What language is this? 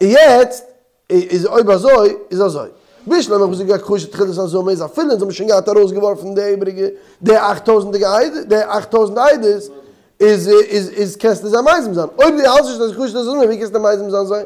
Yiddish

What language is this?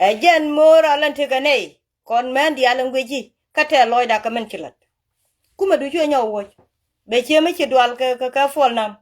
Nuer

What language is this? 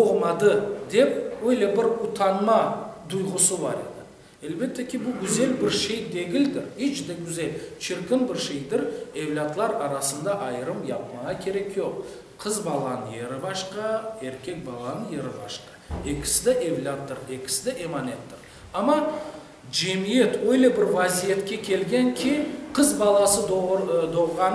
Crimean Tatar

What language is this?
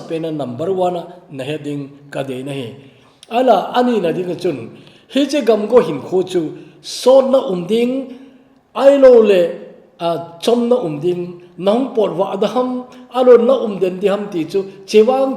Thado Chin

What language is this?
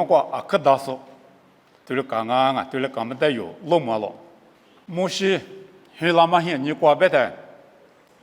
Lisu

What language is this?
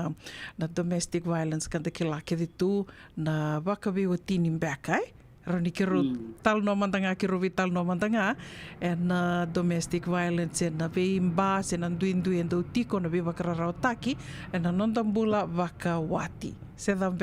Fijian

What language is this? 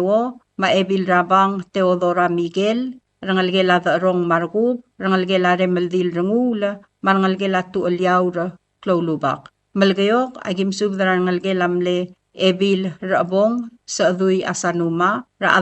Palauan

